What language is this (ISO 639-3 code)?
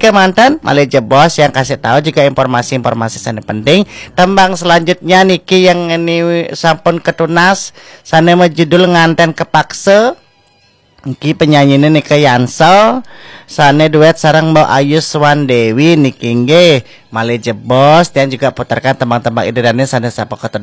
ban